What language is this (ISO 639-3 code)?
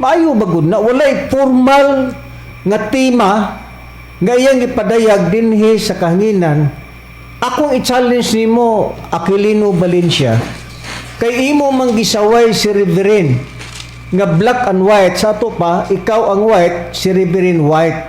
ceb